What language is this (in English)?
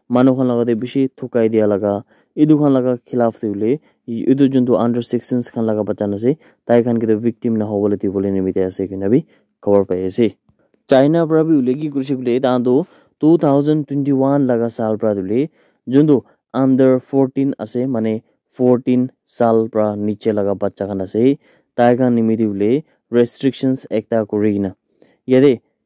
Naga Pidgin